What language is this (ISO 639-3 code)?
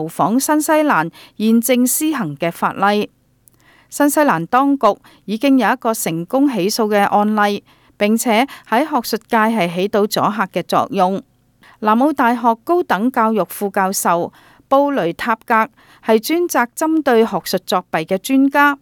yue